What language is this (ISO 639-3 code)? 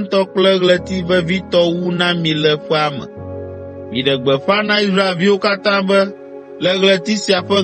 ewe